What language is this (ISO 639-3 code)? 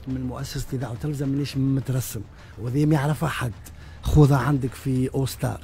aeb